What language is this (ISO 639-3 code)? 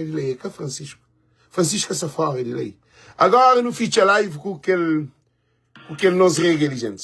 kea